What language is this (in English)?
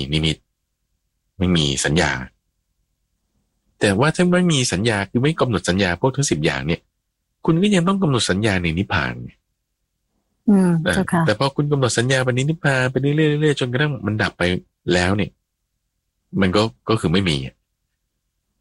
Thai